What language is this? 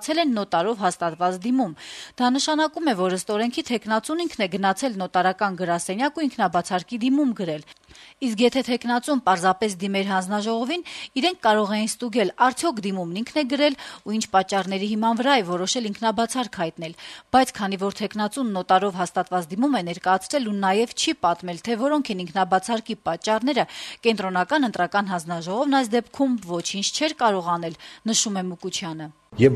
Armenian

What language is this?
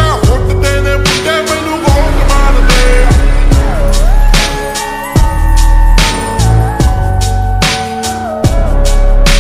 Punjabi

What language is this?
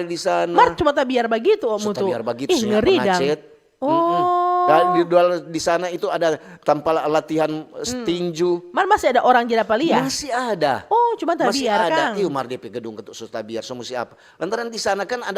Manado Malay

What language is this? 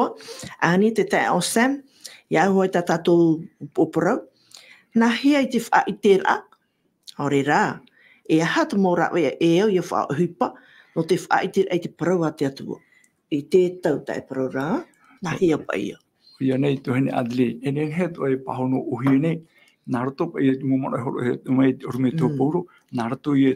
Tahitian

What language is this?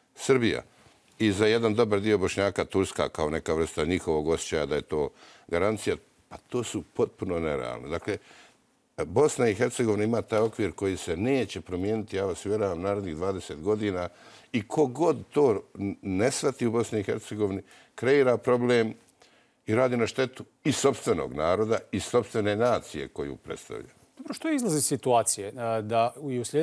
Bosnian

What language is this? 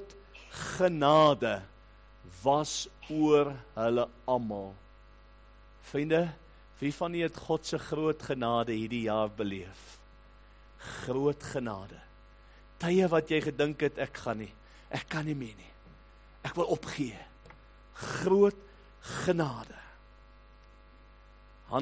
Afrikaans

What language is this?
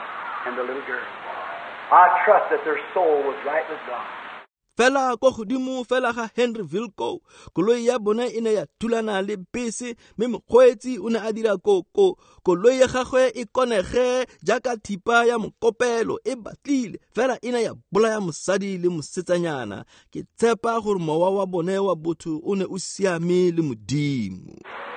Tswana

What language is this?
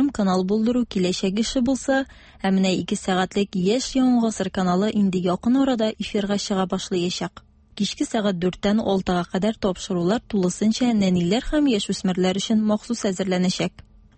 Tatar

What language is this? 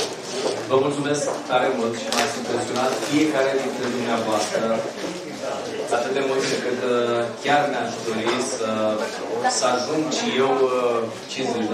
Romanian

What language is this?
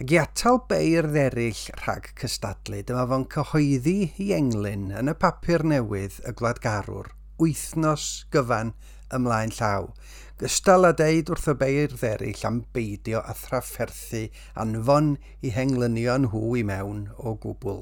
Welsh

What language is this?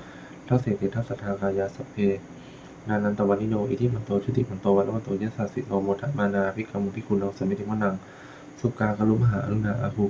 Pali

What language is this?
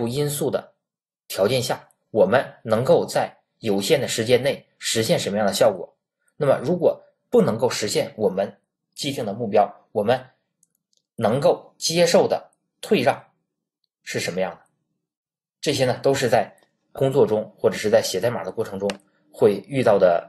Chinese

